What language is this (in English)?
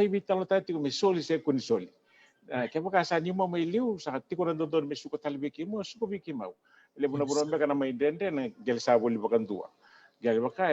Fijian